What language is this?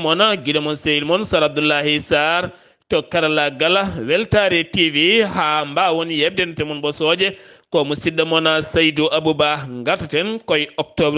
Fula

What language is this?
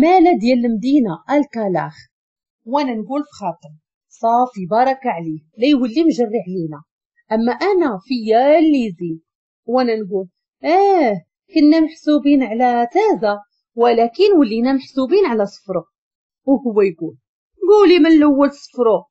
Moroccan Arabic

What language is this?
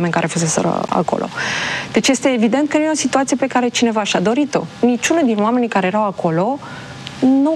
Romanian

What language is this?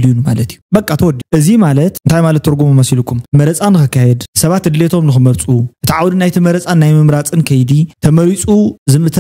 Tigrinya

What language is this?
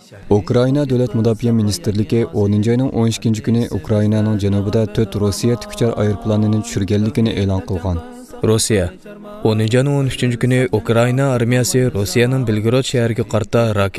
Uyghur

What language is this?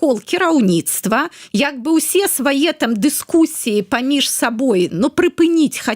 Belarusian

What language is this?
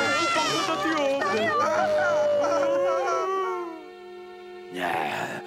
Serbian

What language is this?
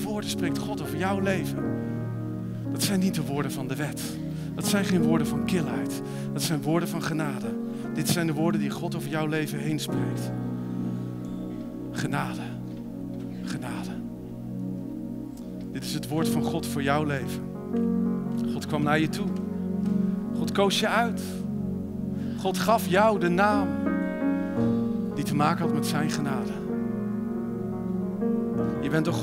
Dutch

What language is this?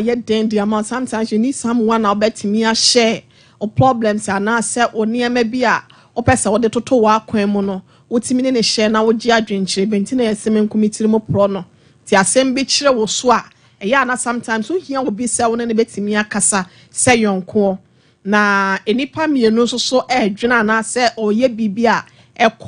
Akan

